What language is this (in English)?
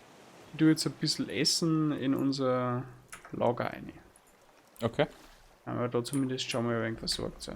Bavarian